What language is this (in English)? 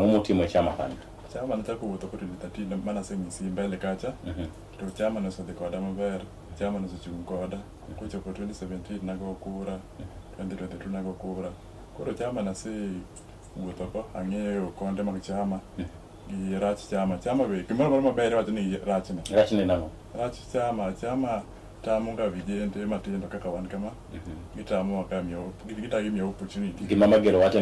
Luo (Kenya and Tanzania)